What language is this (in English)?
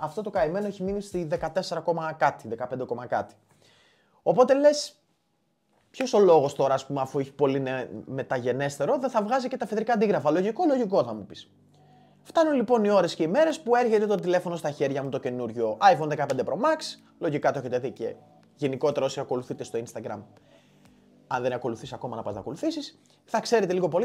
Greek